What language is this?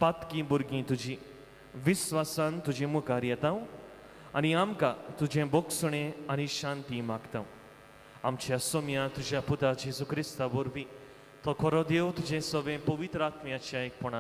Konkani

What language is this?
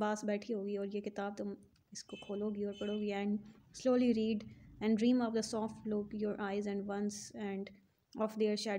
Hindi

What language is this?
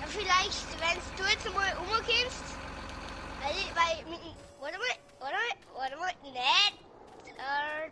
Bavarian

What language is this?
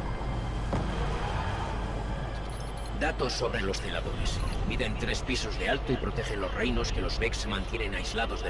Spanish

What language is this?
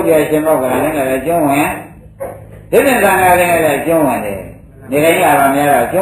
Burmese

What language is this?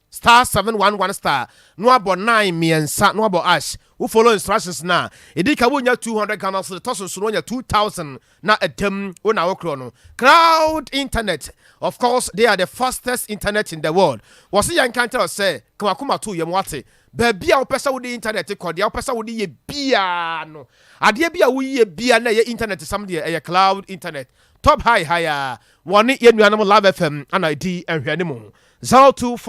Akan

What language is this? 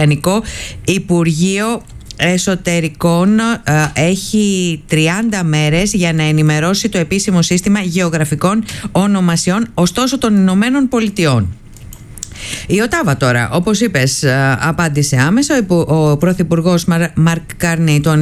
Greek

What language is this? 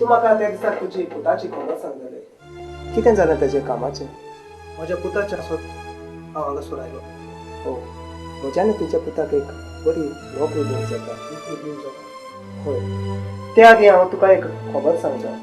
Konkani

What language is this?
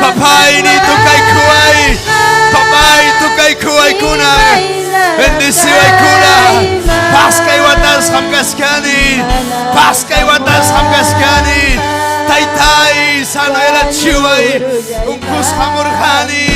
Ayacucho Quechua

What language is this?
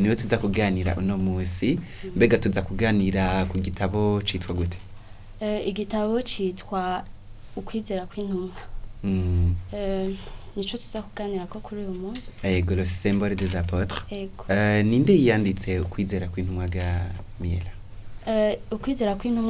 Rundi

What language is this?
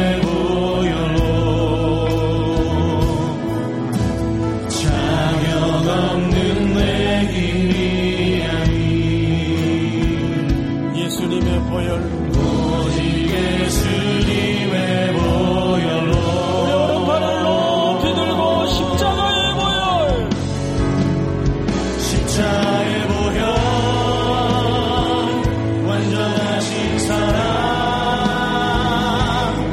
Korean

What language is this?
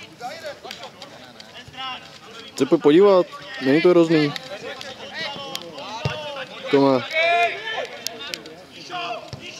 Czech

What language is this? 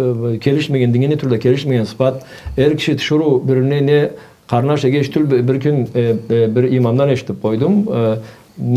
Karachay-Balkar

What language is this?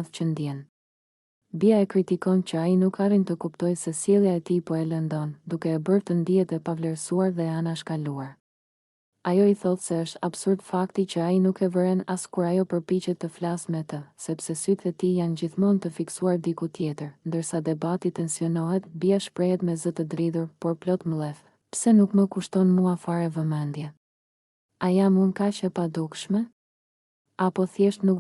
Albanian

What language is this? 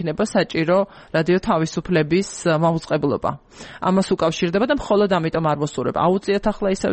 Georgian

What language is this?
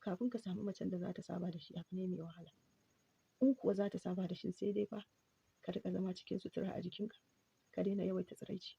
Hausa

